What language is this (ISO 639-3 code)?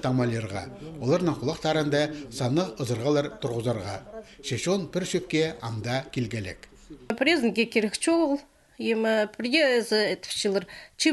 kjh